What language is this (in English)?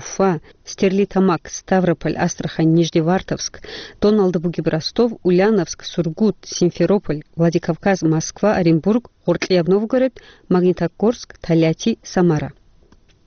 Avaric